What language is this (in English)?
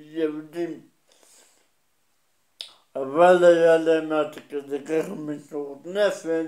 Hebrew